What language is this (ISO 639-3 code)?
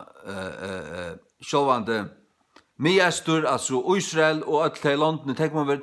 fao